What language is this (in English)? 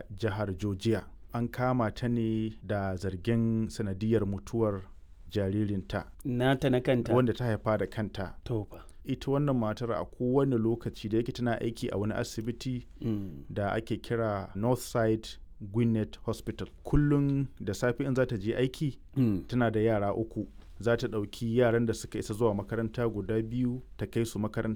Hausa